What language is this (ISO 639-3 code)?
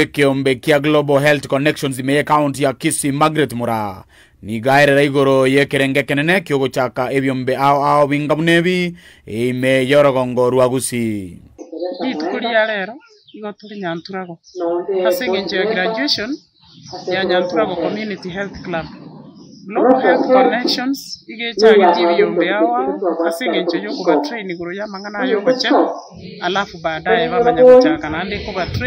guz